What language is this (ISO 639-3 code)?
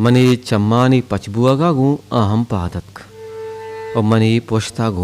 bal